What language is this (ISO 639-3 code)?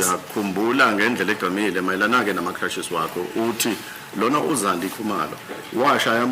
zul